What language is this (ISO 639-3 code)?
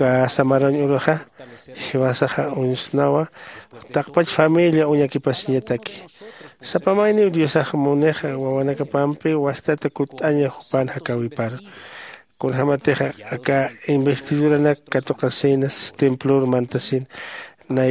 aym